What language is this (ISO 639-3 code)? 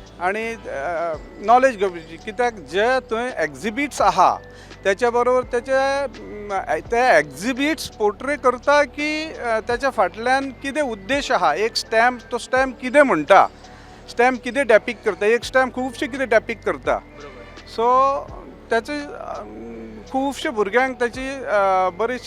kok